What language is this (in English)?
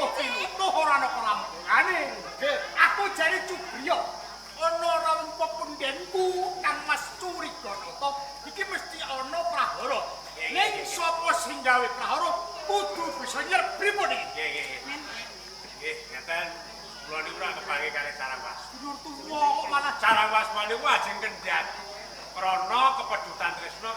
Javanese